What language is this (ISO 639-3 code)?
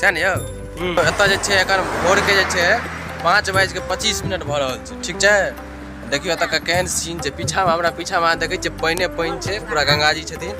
mai